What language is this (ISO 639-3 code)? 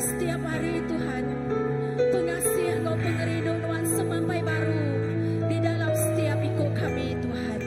iba